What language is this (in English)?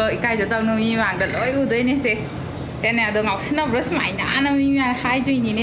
Manipuri